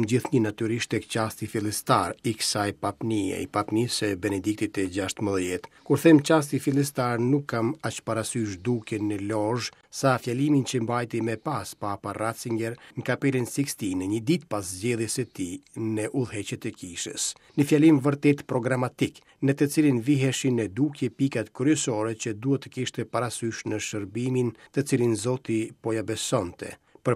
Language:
Albanian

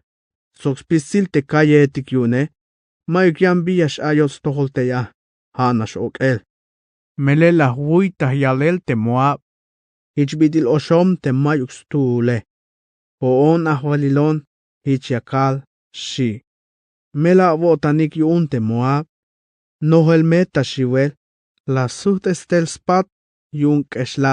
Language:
Tzeltal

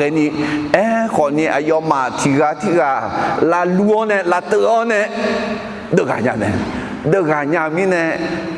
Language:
Akha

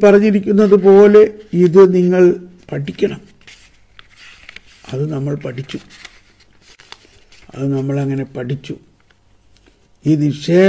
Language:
Malayalam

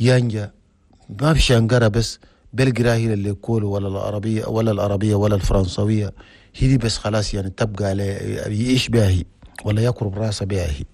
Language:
Chadian Arabic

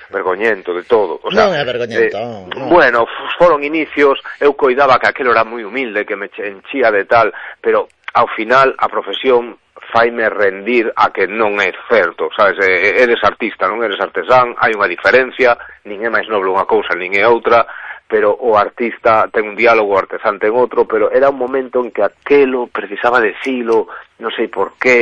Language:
Galician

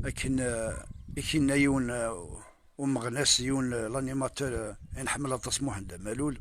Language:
Kabyle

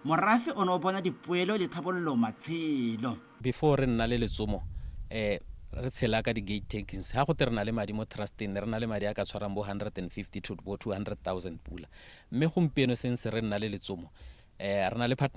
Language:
Tswana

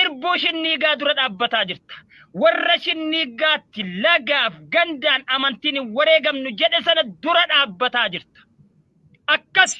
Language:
Oromo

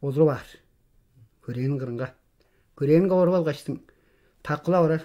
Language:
Tuvinian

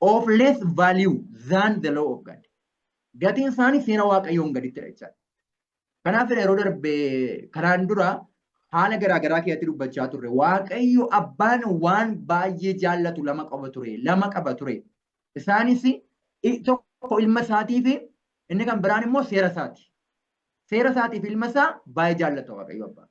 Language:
Oromo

